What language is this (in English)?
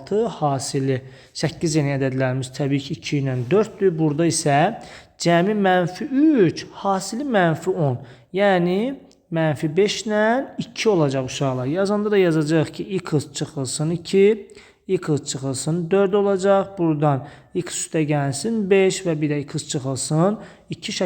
Azerbaijani